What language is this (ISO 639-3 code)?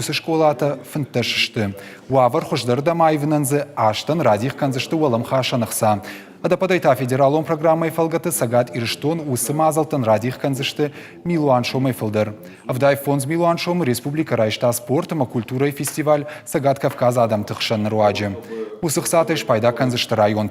oss